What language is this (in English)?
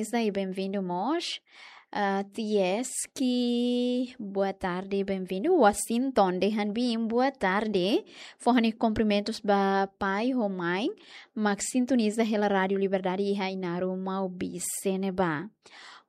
Tetum